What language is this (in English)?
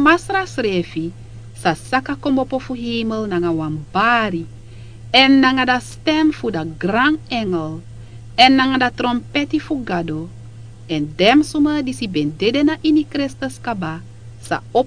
Sranan Tongo